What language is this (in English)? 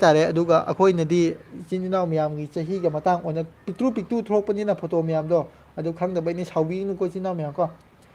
Manipuri